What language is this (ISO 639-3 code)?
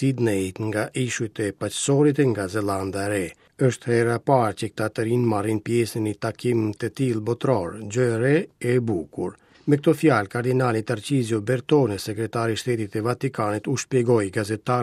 sqi